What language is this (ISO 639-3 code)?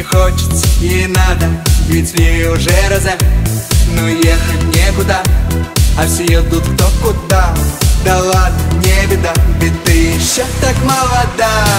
rus